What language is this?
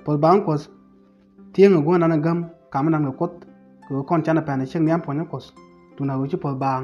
Nuer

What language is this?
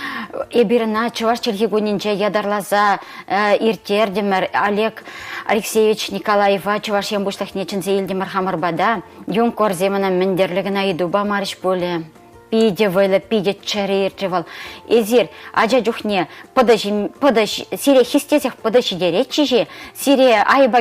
Chuvash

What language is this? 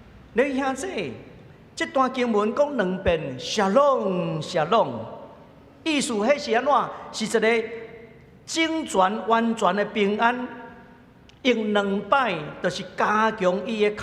Min Nan Chinese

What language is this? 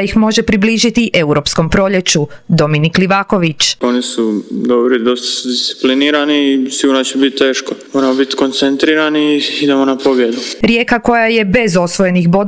Croatian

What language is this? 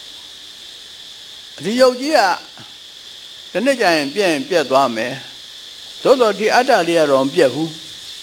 Burmese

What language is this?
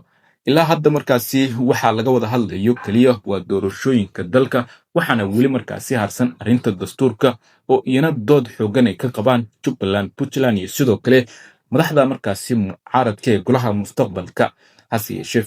Somali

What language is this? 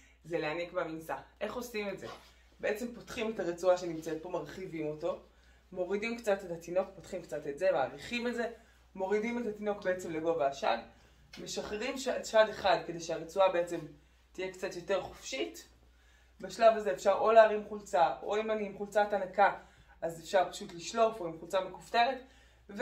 Hebrew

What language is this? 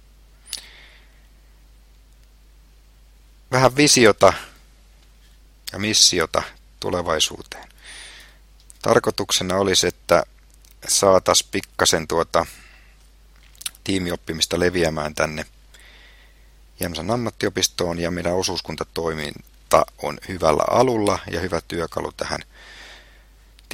Finnish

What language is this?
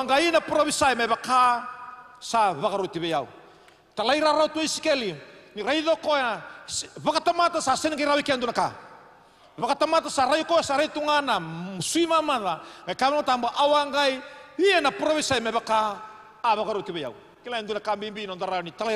Fijian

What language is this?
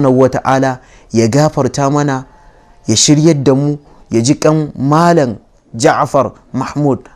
Hausa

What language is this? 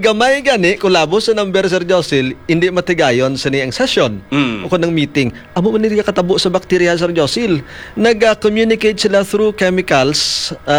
Hiligaynon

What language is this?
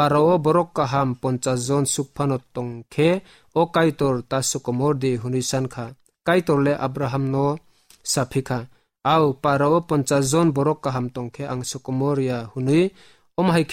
Kok Borok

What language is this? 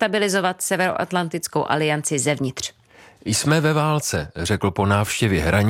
Czech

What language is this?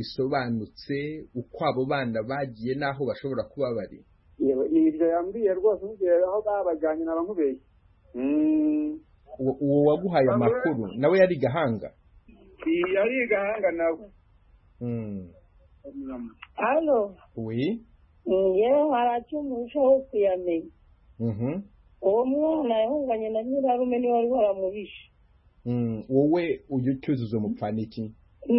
Kinyarwanda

